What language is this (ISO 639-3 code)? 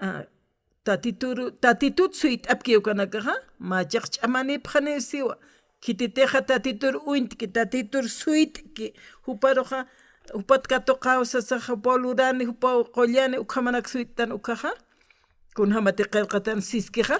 aym